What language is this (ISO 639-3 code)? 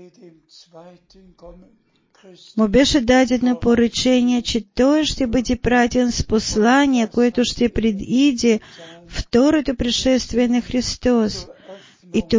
bul